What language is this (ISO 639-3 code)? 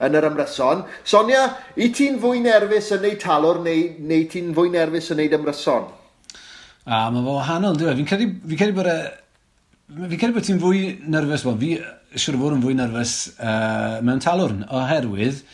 cym